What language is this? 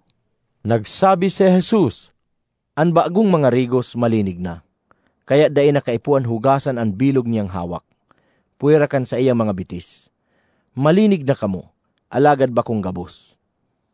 Bikol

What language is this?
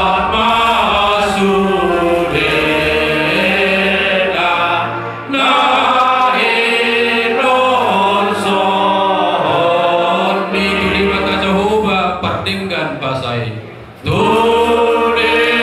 Batak Toba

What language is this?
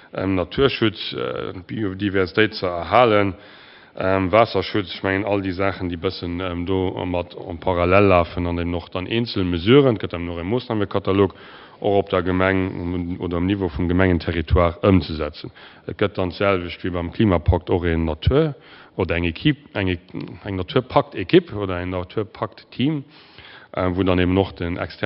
Luxembourgish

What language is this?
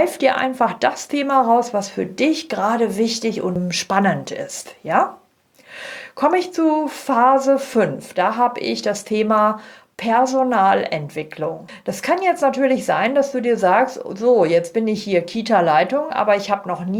German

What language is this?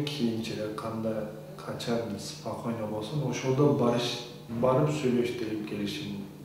Kyrgyz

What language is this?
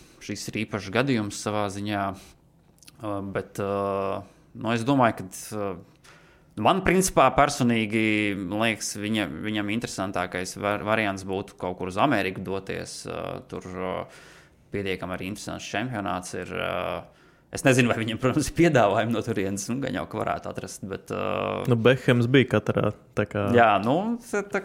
Latvian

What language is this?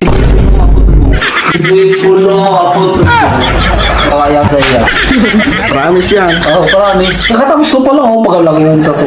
Bikol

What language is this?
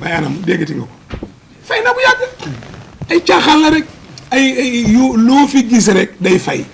Wolof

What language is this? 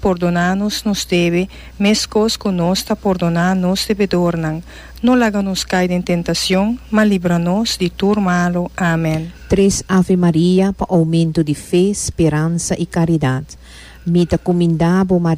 Papiamento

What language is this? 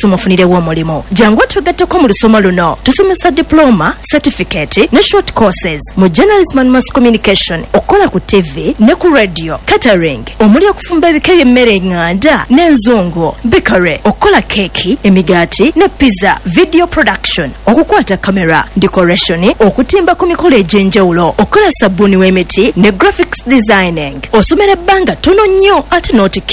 Ganda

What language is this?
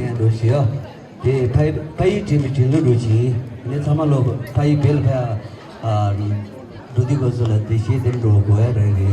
Tibetan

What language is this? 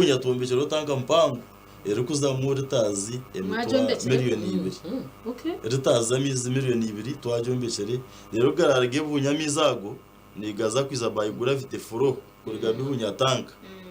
Nyankole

